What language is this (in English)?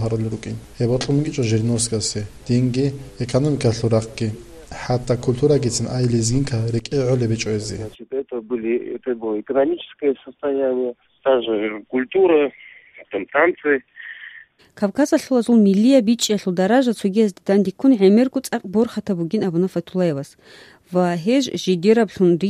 Avaric